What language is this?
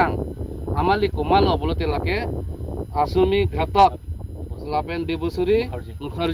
Karbi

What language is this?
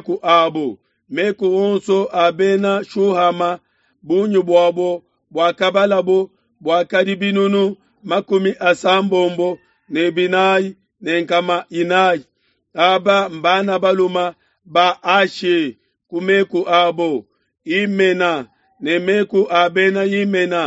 Luba-Lulua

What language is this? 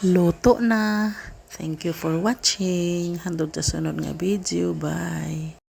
Cebuano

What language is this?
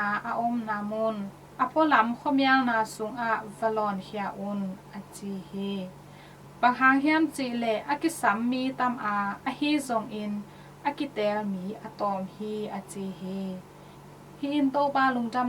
Tedim Chin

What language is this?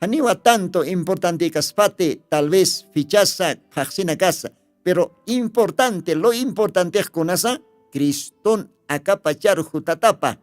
Aymara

